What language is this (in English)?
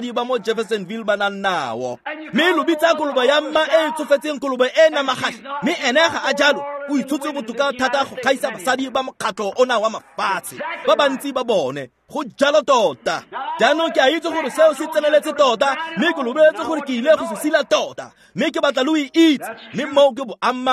Tswana